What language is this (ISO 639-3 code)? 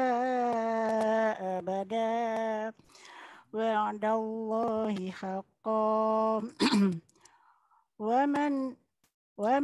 msa